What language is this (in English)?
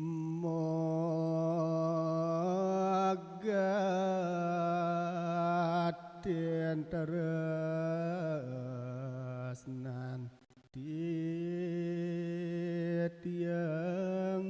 Balinese